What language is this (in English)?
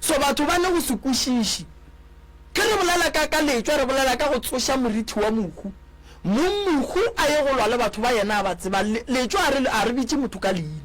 Northern Sotho